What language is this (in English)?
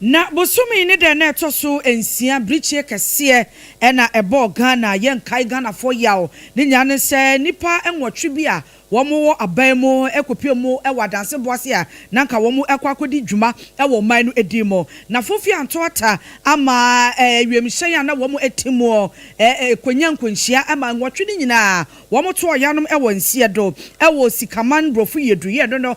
Akan